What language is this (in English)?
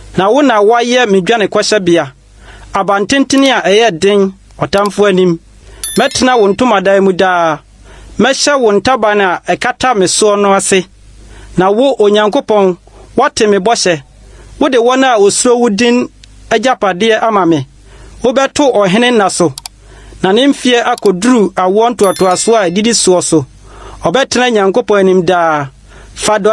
Akan